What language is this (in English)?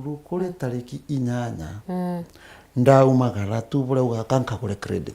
Meru